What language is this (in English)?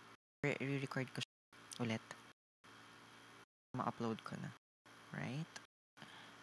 Filipino